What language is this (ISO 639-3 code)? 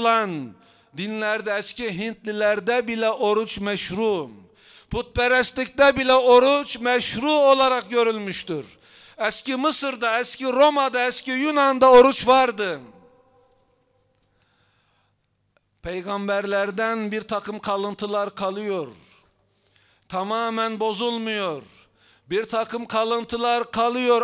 tur